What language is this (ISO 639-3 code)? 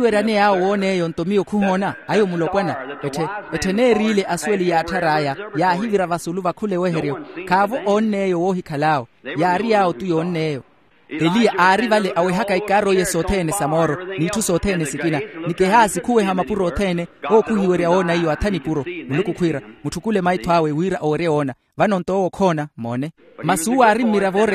vmw